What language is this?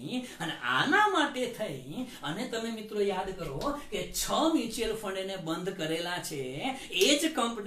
Gujarati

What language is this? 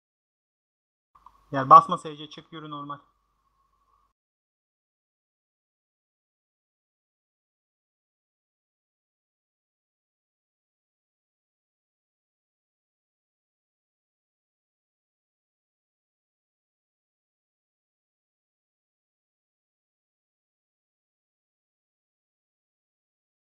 Turkish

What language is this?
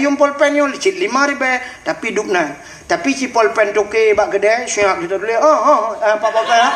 Achinese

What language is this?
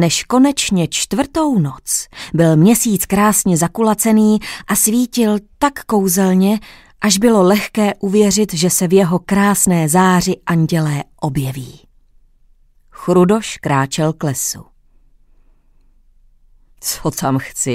Czech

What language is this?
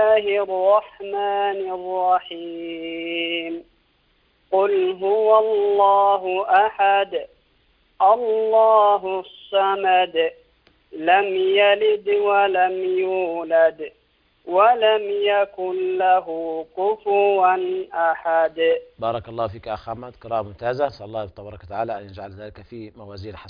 Arabic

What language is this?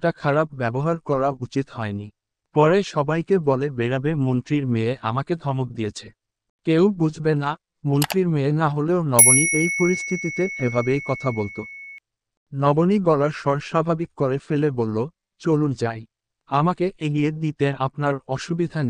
Bangla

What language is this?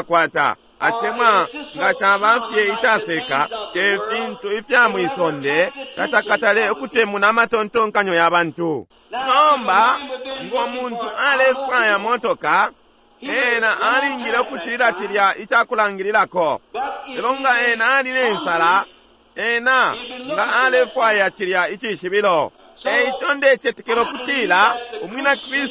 Bemba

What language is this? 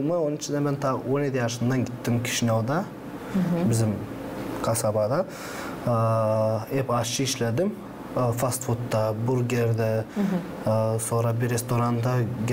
Gagauz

